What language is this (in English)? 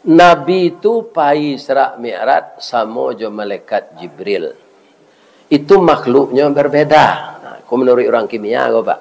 Minangkabau